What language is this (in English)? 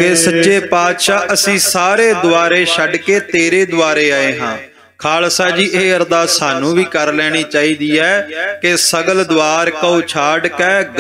Punjabi